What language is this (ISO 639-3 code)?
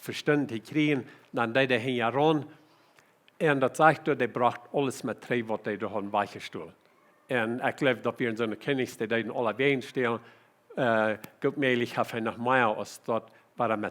pdt